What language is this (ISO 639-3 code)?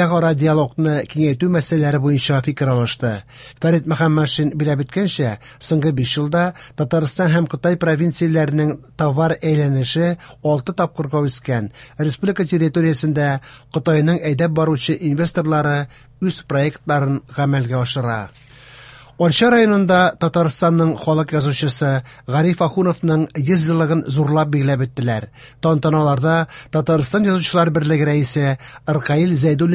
tat